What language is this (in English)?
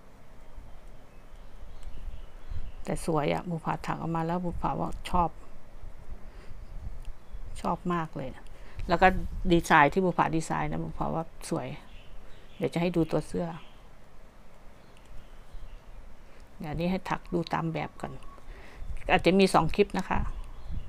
Thai